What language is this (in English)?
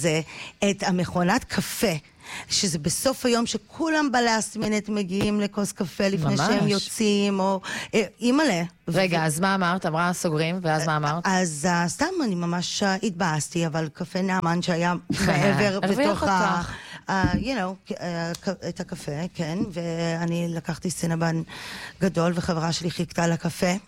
Hebrew